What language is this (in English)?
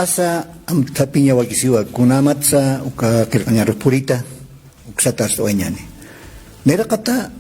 Aymara